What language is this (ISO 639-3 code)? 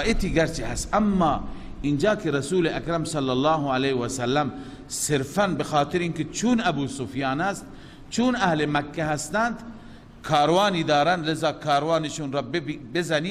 fas